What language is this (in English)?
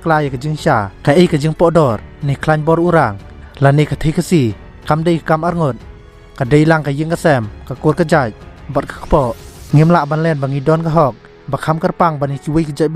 Khasi